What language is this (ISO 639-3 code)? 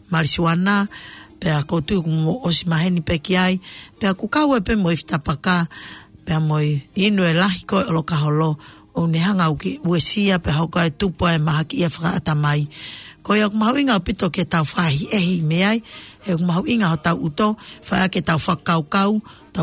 ton